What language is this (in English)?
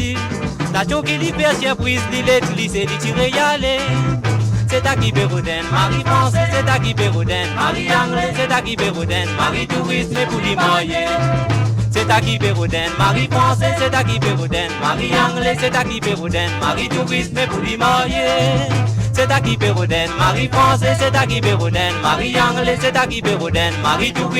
Morisyen